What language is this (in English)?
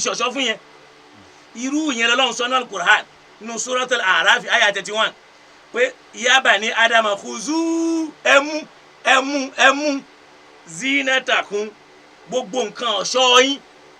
Yoruba